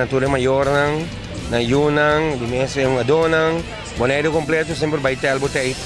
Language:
Papiamento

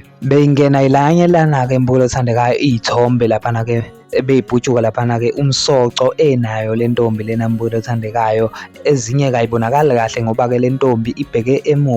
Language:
Zulu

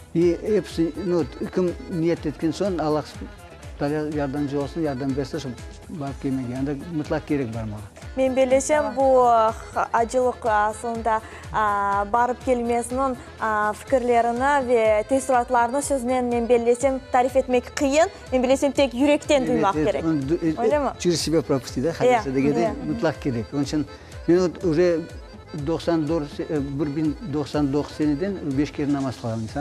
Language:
Crimean Tatar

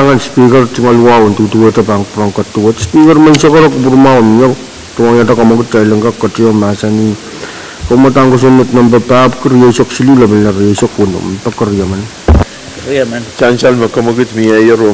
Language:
Pohnpeian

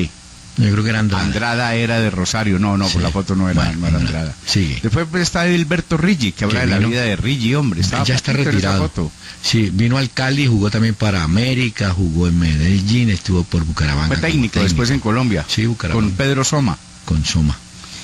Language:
Spanish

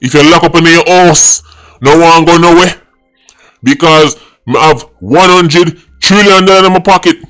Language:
Jamaican Creole English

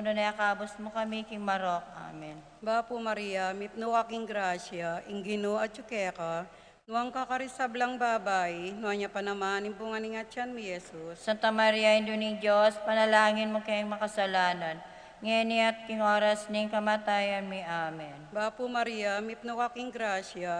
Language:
Pampanga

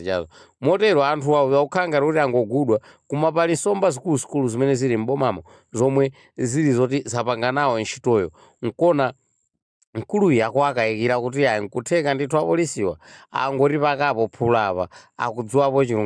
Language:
Nyanja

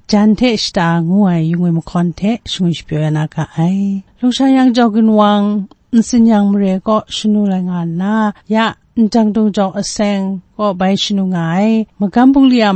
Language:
Kachin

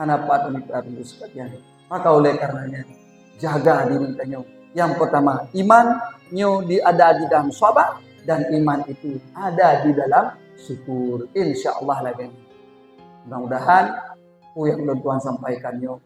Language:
Achinese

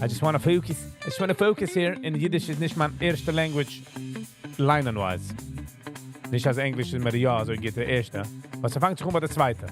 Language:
Yiddish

